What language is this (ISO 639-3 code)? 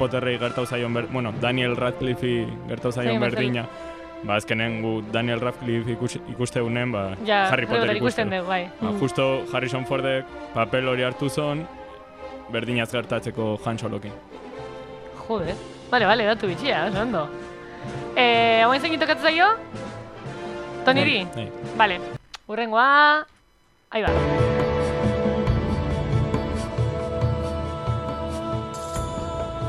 eus